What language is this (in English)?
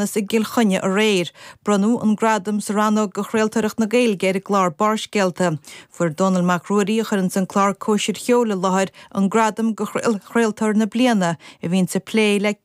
Irish